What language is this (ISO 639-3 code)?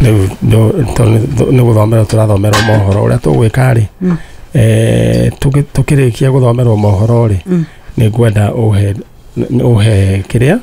kik